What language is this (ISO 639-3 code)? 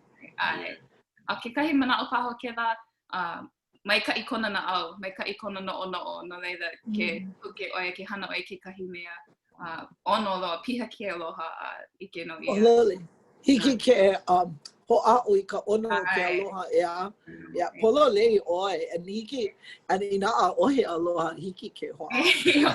haw